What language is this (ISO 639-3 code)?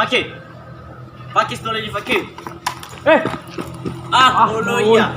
nia